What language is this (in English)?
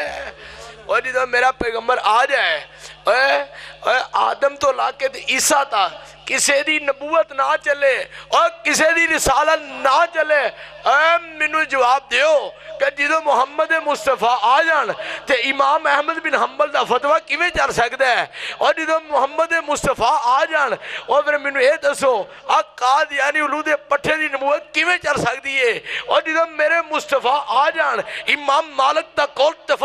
Western Panjabi